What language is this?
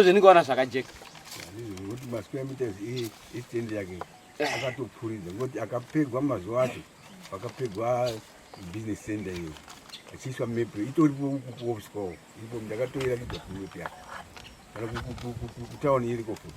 Shona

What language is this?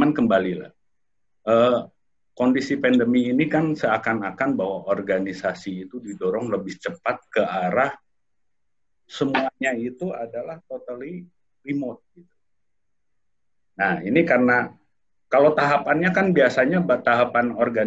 Indonesian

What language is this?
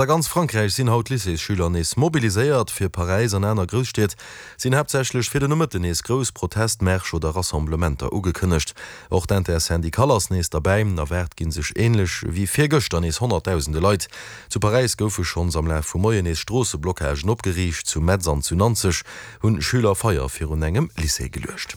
Luxembourgish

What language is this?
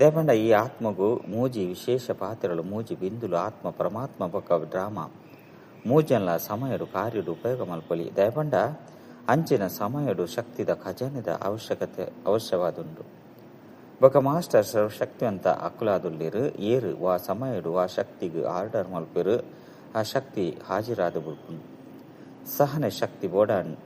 Tulu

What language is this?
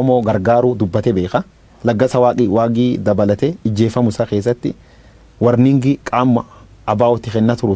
Oromo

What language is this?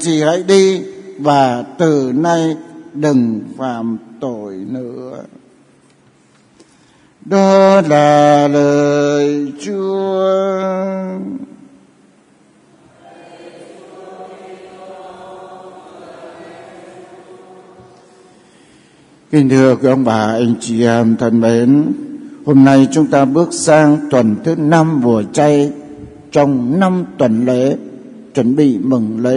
Vietnamese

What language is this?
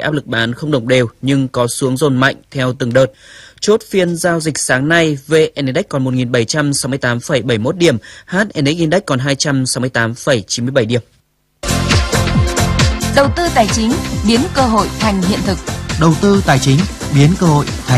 Vietnamese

